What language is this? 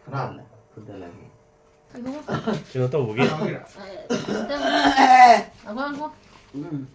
Manipuri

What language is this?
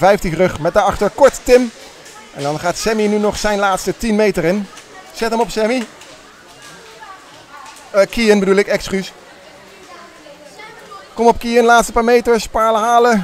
Dutch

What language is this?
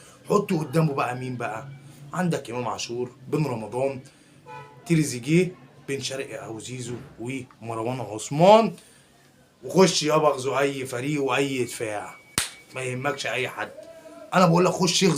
Egyptian Arabic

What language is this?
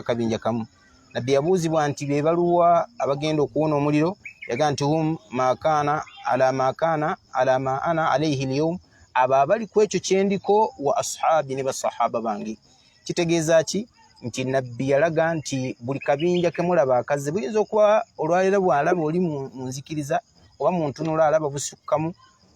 Ganda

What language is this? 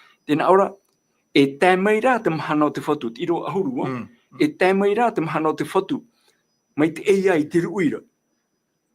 Tahitian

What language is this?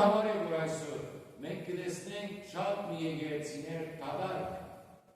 Western Armenian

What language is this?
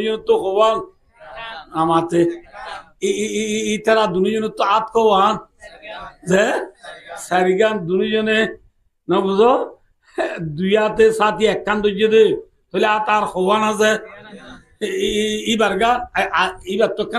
Rohingya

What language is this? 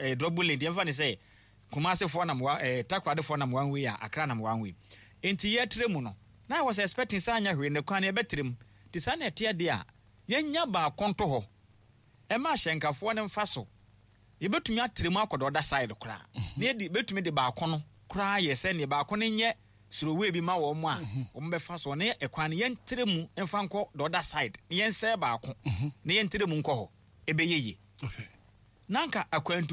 Akan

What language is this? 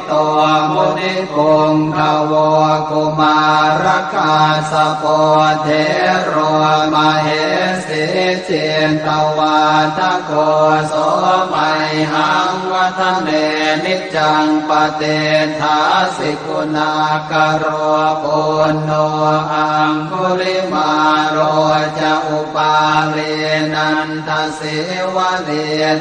Pali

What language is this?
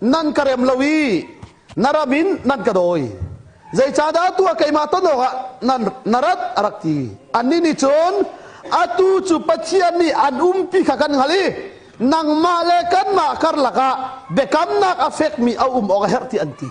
Hakha Chin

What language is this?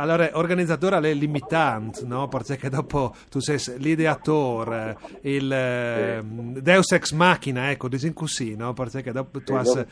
Friulian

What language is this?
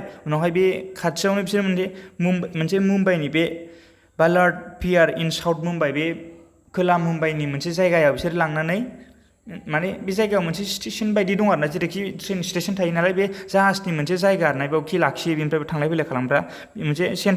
Bodo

